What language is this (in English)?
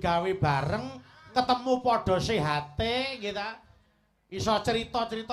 Javanese